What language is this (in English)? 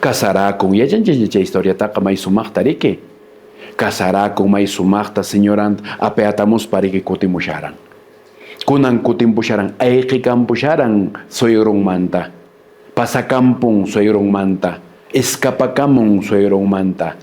Quechua